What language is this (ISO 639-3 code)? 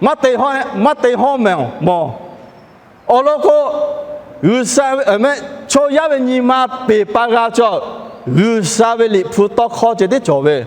lhu